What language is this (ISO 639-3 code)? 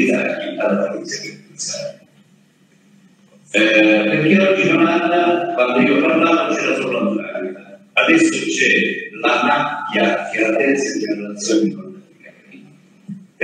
ita